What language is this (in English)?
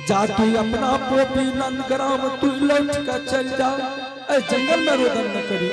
Angika